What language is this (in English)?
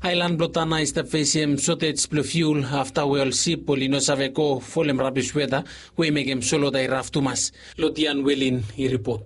Bislama